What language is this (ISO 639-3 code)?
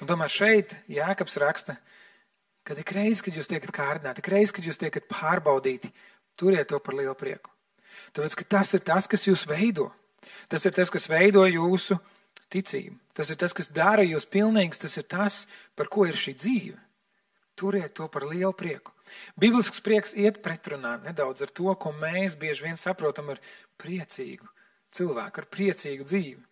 lav